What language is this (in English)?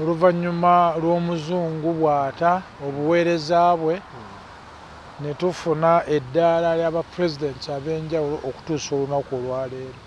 Ganda